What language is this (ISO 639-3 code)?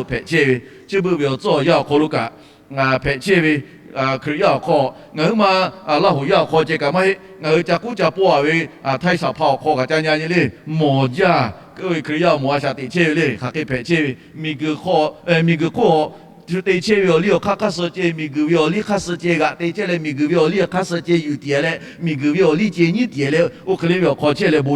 lhu